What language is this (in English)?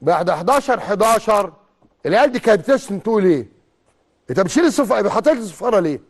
Egyptian Arabic